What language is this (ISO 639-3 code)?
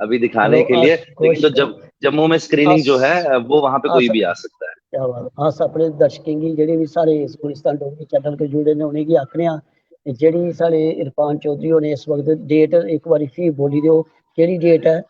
doi